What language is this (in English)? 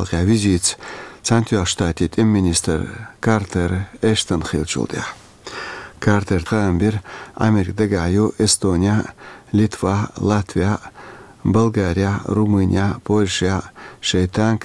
Chechen